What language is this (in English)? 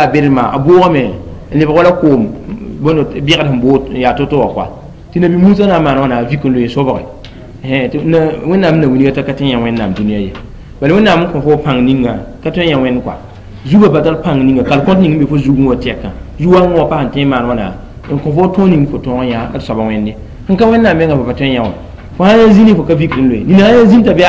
Mossi